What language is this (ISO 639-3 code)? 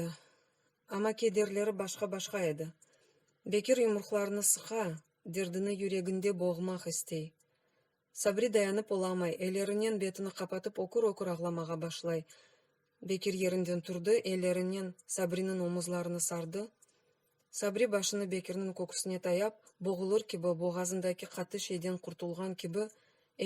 crh